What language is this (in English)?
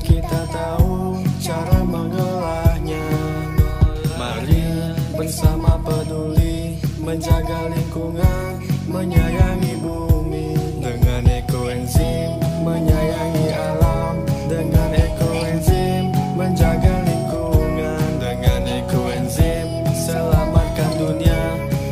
Indonesian